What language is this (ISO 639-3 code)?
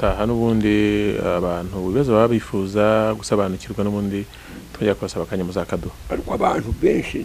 kin